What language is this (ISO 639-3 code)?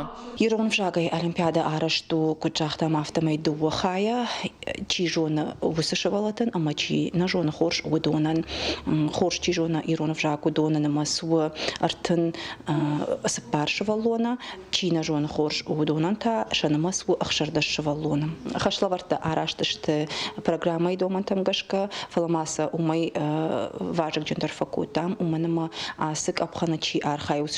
oss